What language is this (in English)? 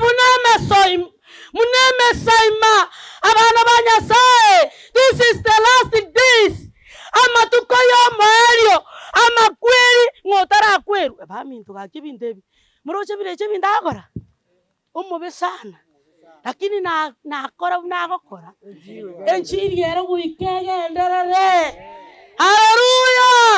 Gusii